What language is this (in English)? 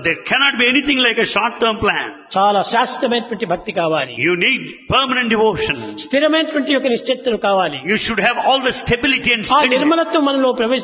Telugu